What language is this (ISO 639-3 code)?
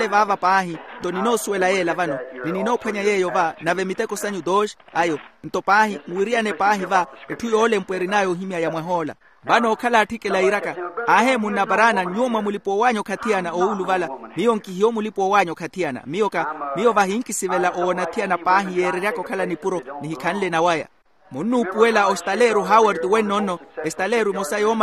vmw